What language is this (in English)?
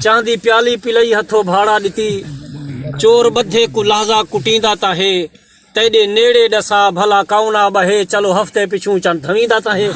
Saraiki